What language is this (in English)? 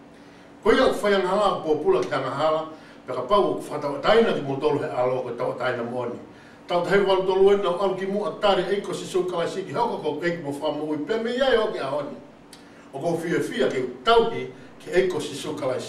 Tongan